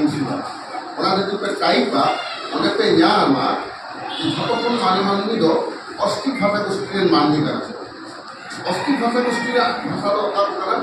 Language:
Santali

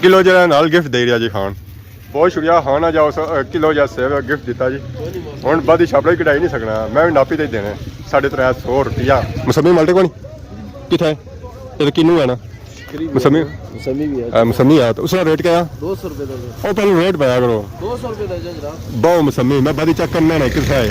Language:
Pahari-Potwari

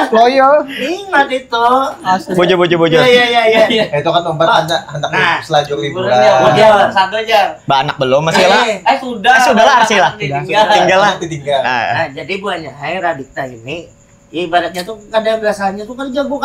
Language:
Banjar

